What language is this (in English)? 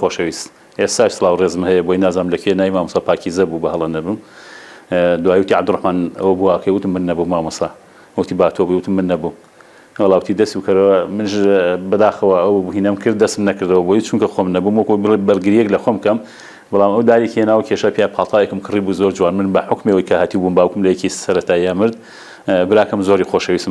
Central Kurdish